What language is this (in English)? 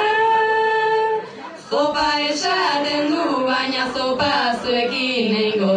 Basque